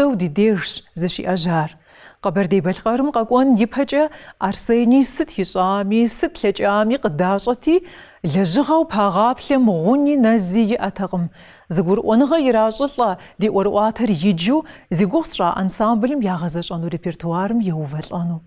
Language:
Kabardian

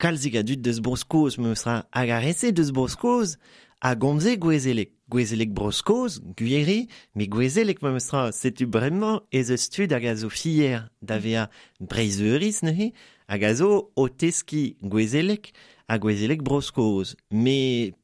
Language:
Breton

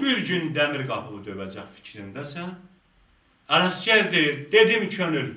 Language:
South Azerbaijani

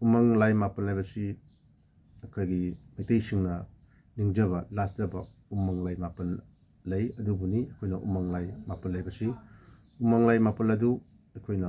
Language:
Manipuri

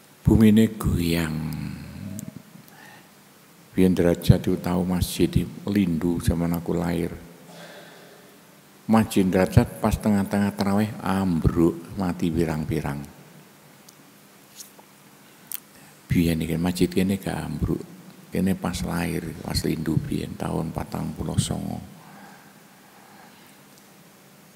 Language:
Javanese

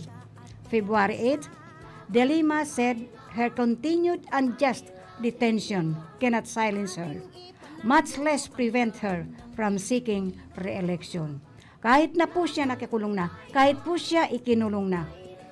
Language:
Bikol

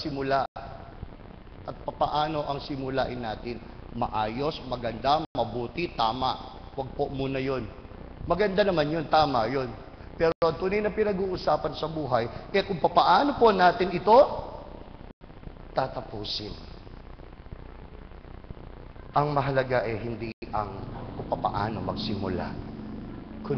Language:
Filipino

